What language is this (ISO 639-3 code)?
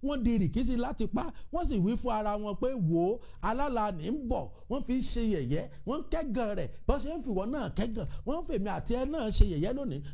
yor